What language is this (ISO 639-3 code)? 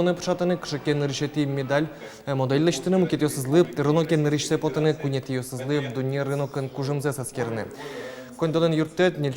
udm